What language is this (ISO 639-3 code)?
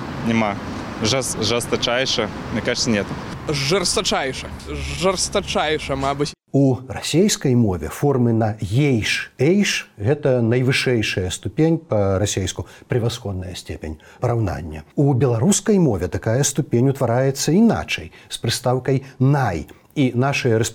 bel